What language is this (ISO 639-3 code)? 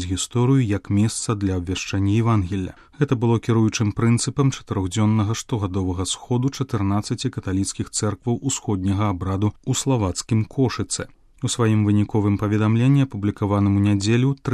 bel